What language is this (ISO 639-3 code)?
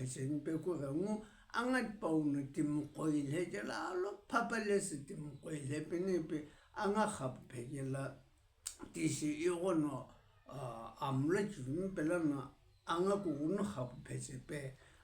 nsm